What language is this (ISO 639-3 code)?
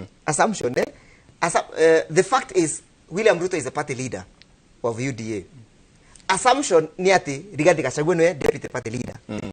kik